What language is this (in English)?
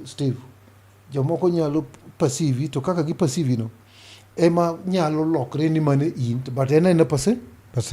Luo (Kenya and Tanzania)